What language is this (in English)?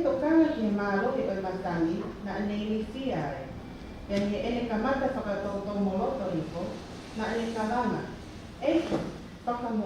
Tongan